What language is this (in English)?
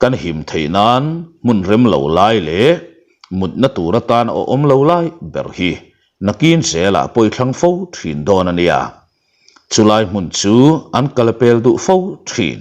Mizo